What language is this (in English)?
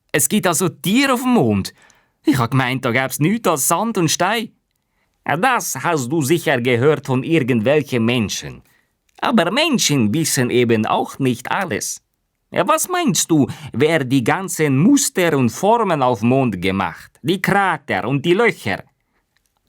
Swiss German